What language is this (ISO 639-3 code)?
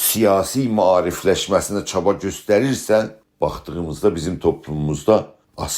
azb